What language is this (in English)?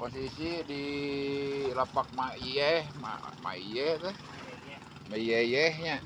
Sundanese